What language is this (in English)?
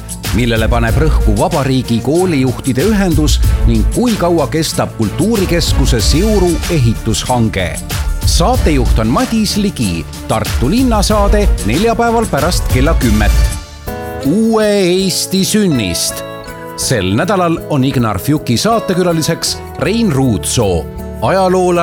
Estonian